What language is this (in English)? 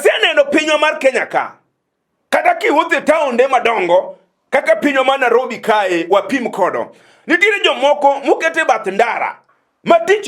Luo (Kenya and Tanzania)